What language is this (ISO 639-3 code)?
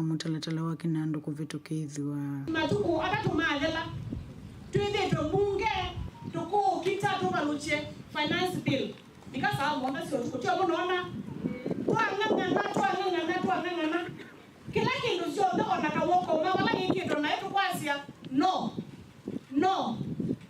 kam